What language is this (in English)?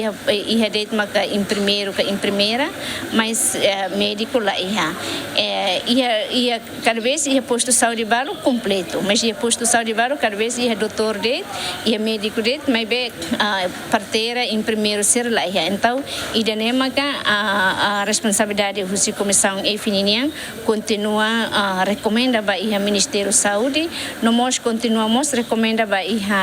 Tetum